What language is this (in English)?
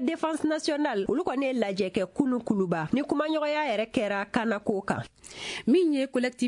Bambara